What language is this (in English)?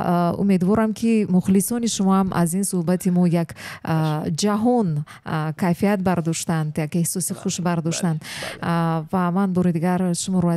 Tajik